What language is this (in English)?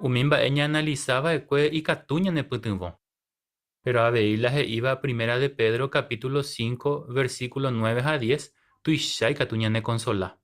Guarani